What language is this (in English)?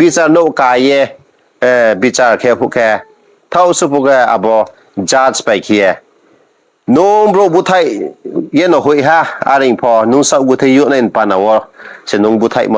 Riang (India)